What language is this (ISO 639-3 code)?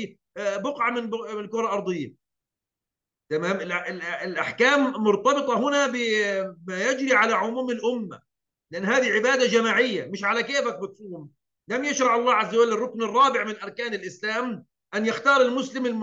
ara